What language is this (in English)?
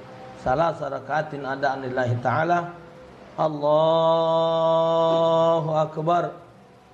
Musi